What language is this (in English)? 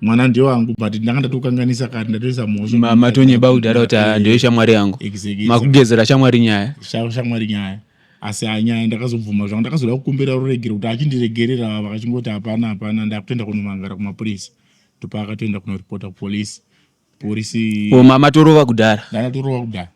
Shona